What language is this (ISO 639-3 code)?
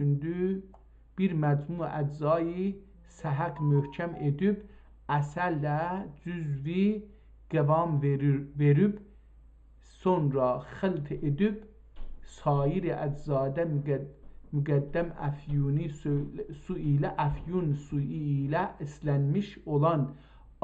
azb